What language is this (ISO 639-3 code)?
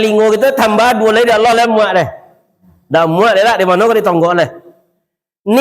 min